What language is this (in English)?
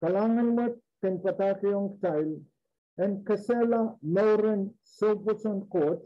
Pohnpeian